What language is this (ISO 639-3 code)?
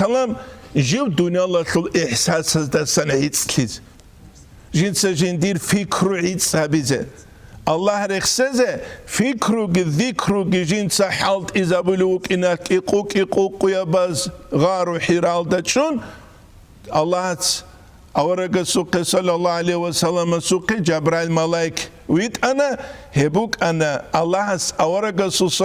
ava